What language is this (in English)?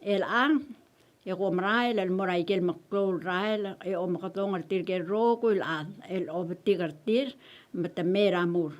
Palauan